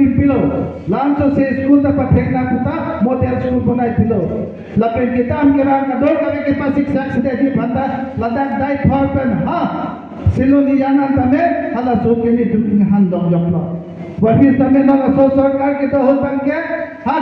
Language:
Karbi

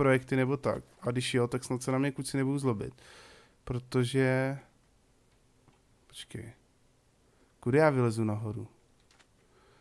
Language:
Czech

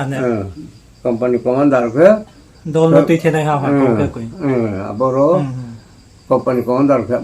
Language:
Riang (India)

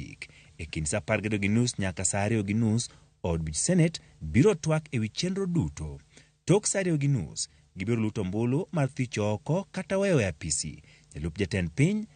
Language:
Luo (Kenya and Tanzania)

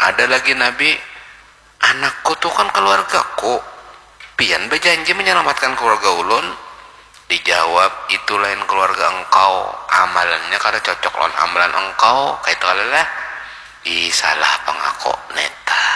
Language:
Banjar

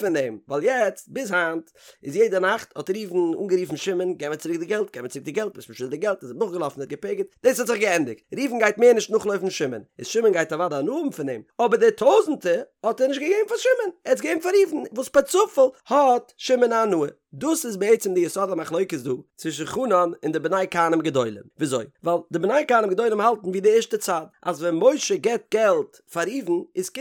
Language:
Yiddish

